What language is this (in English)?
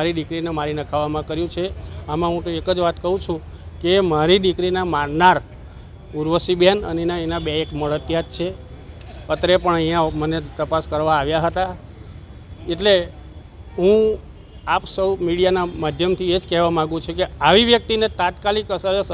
Gujarati